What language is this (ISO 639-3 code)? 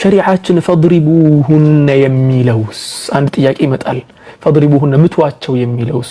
amh